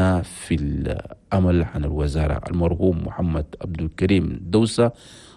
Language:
Chadian Arabic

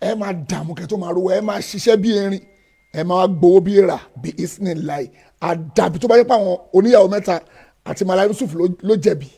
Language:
Yoruba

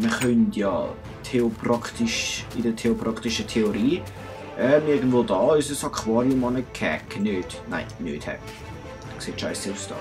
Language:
Swiss German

